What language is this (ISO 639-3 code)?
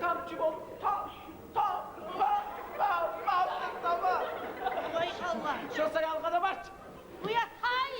kum